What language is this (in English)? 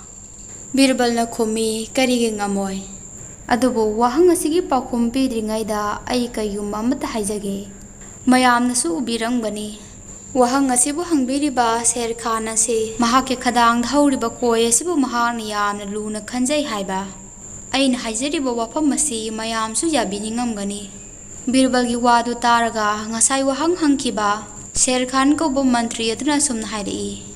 Manipuri